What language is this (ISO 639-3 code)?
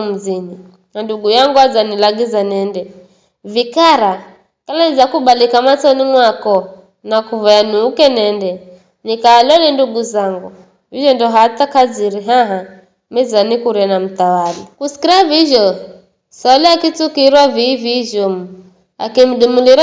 nyf